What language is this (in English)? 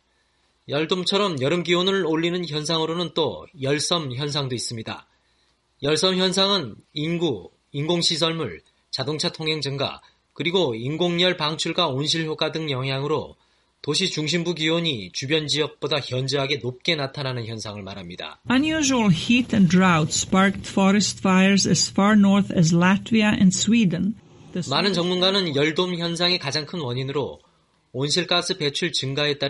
Korean